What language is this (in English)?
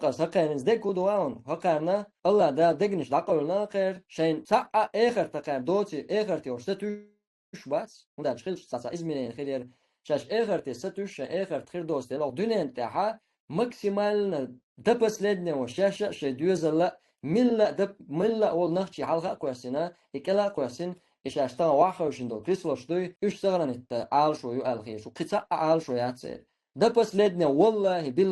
Chechen